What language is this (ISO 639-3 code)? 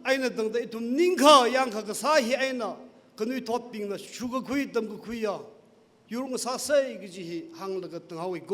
nmf